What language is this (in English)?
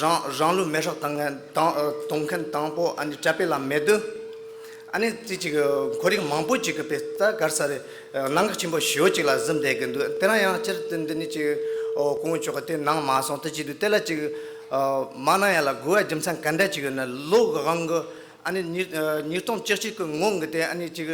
Tibetan